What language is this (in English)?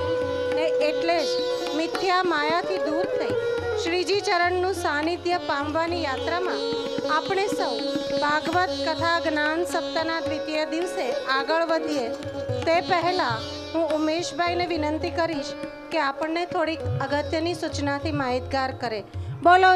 Gujarati